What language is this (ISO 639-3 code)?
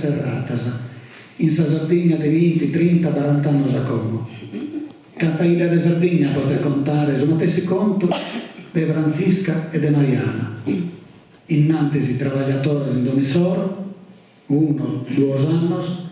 srd